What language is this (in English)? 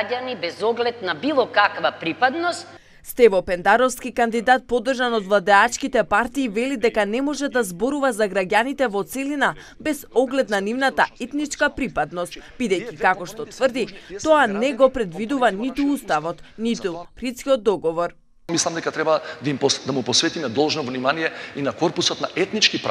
Macedonian